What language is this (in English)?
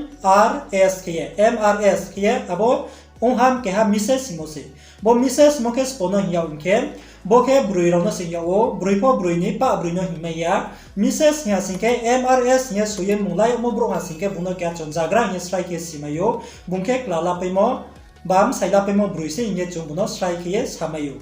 Riang (India)